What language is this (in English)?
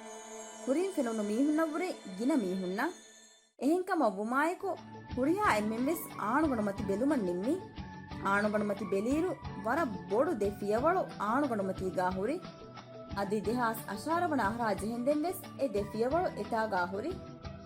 Divehi